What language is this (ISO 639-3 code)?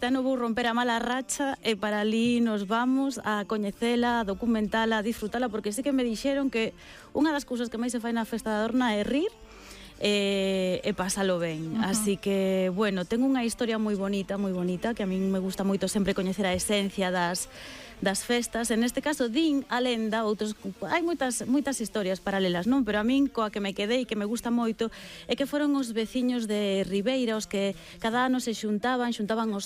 glg